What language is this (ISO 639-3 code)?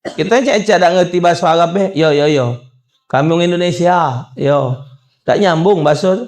mui